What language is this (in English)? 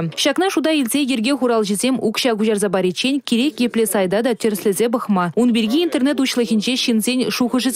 Chuvash